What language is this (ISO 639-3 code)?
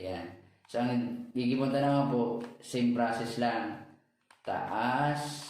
bik